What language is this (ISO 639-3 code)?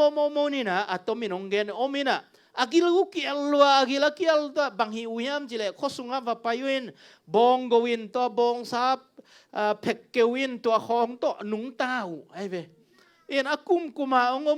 ctd